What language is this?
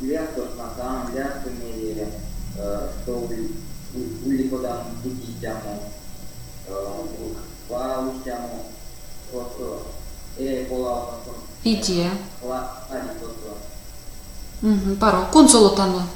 Erzya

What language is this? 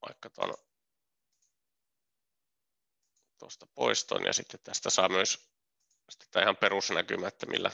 Finnish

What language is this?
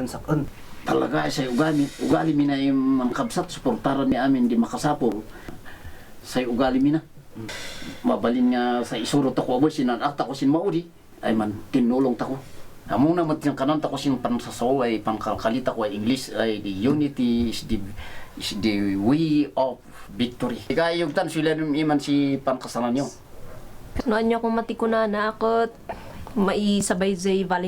Kankanaey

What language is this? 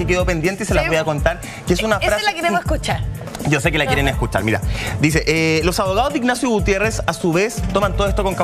Spanish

